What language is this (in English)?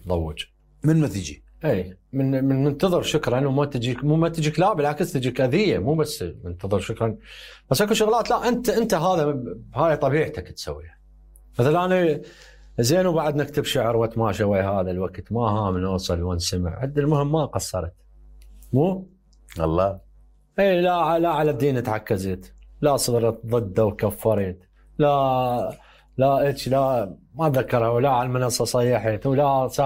Mesopotamian Arabic